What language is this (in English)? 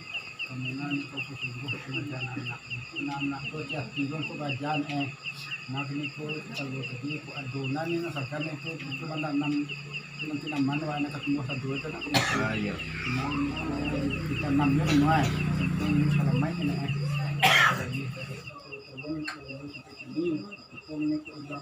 Minangkabau